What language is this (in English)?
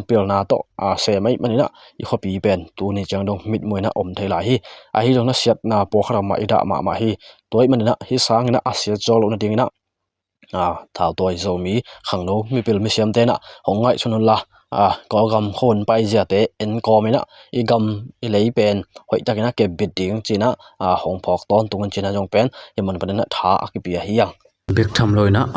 Tedim Chin